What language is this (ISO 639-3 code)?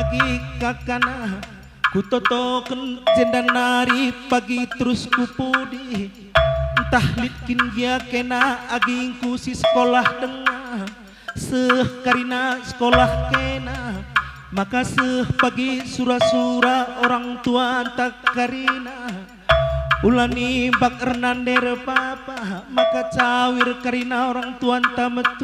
btx